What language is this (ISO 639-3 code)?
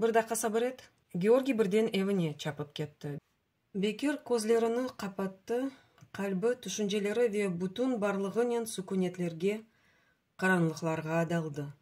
crh